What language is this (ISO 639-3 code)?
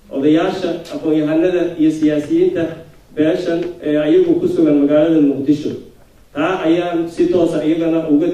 som